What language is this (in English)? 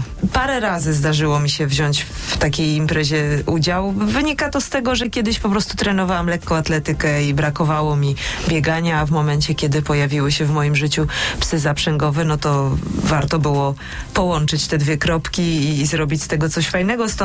Polish